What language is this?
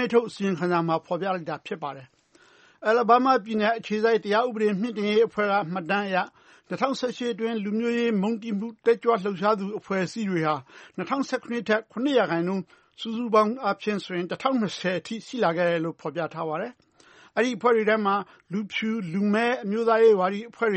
Burmese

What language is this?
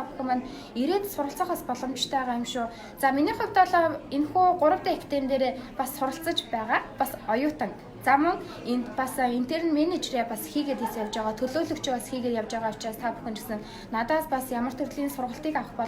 Mongolian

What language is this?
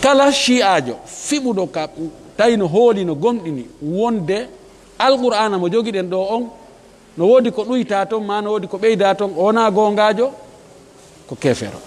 Fula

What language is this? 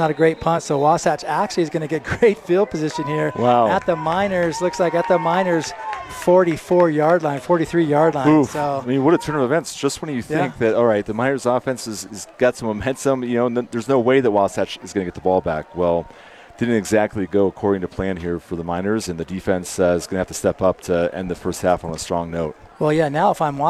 English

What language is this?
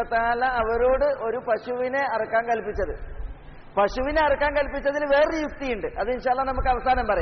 Malayalam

